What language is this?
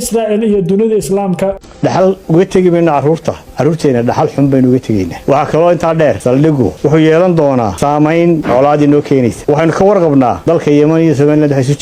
Somali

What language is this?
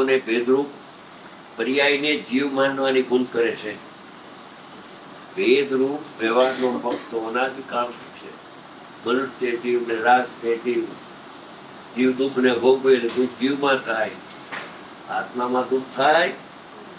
Gujarati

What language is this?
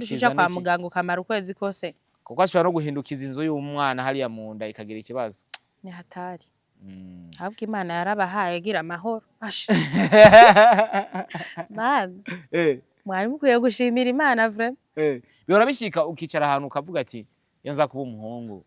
Rundi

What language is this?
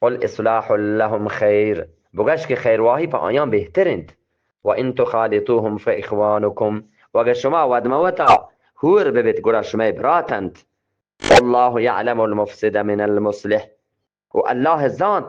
Eastern Balochi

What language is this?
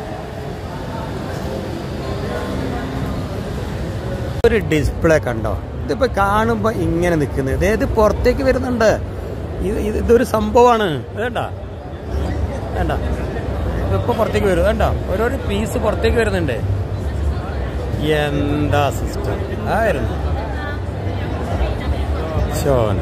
Malayalam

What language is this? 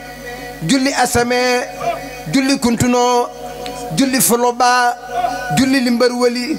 Wolof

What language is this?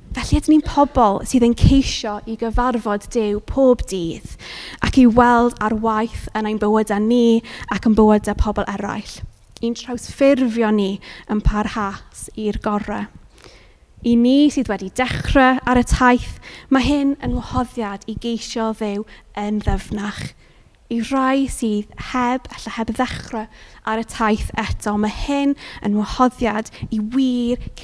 Welsh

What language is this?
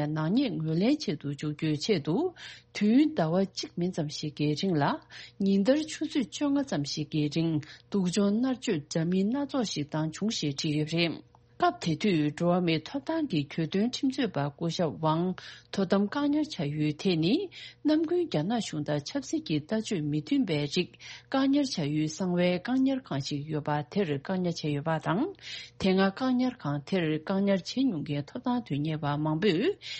Tibetan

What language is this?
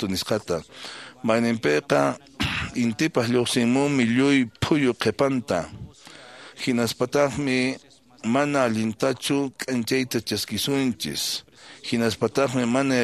Quechua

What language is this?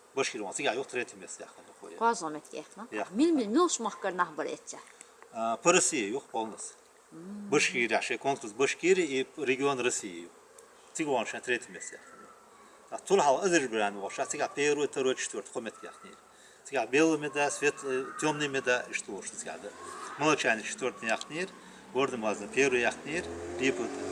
Chechen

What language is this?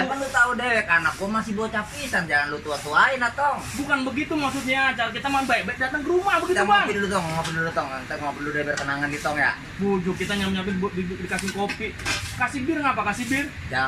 Betawi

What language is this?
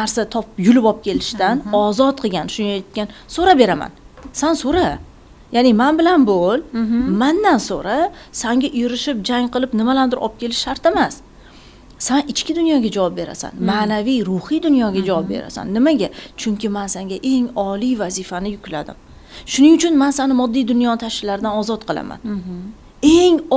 Uzbek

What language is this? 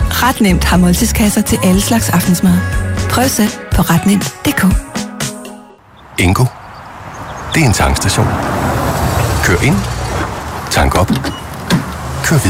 Danish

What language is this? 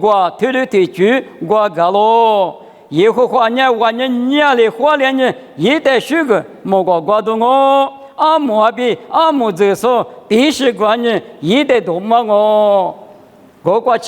Lisu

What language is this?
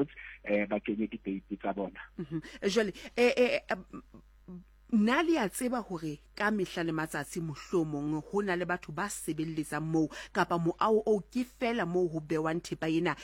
Southern Sotho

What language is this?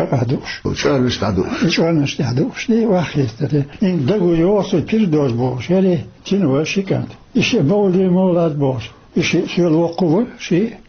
Chechen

